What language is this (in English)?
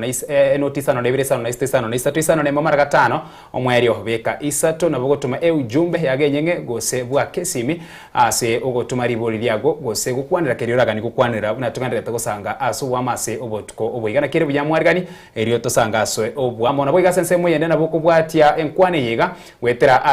Gusii